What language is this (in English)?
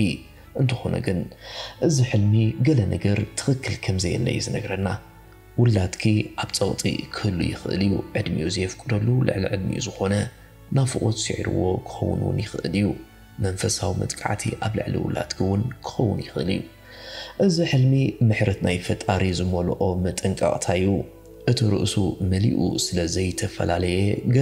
Tigrinya